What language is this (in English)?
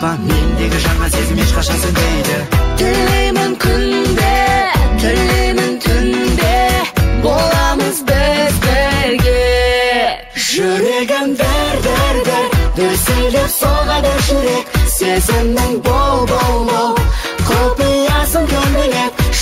Kazakh